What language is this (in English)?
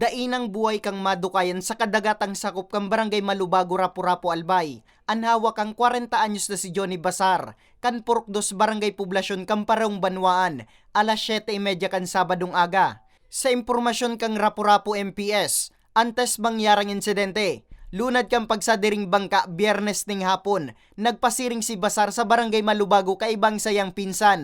Bikol